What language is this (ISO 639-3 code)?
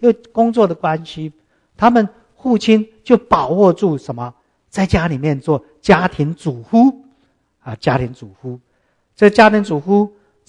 zho